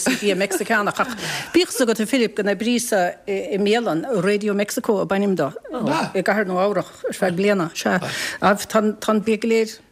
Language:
Irish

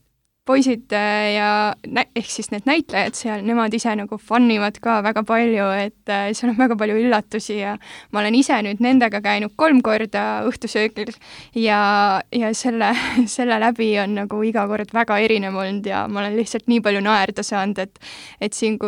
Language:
Estonian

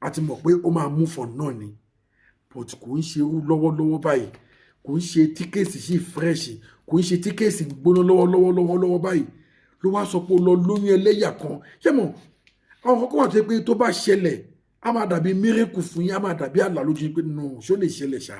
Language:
Yoruba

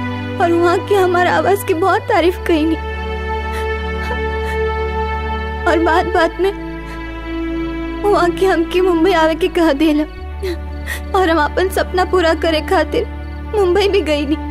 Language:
Bhojpuri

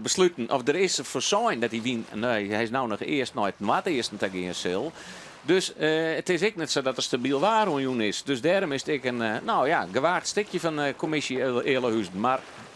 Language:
Western Frisian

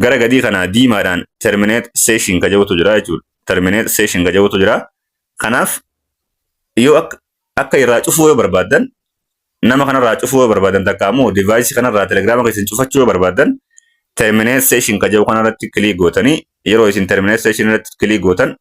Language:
Oromo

